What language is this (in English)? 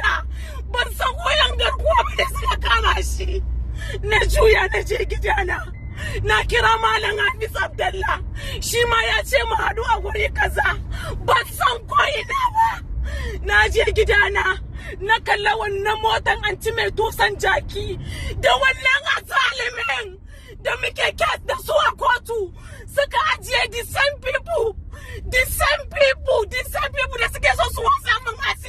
Hausa